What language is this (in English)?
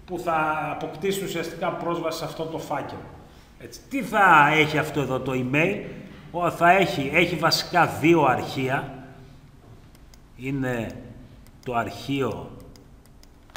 Greek